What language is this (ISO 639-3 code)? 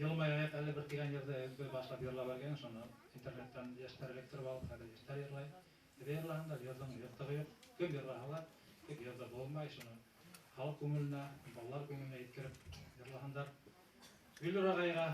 bak